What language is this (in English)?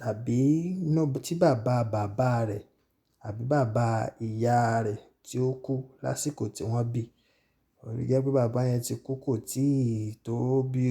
Yoruba